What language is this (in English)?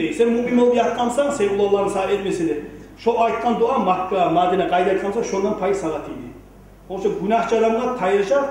Kumyk